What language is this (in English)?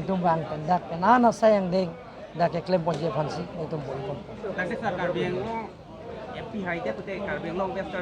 Karbi